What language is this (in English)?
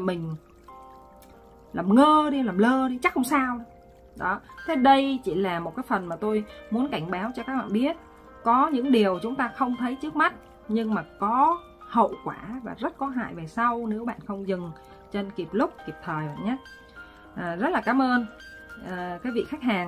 Vietnamese